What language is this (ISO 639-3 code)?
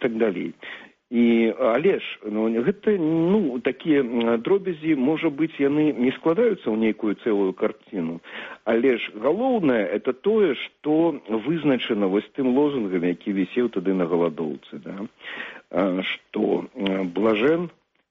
bel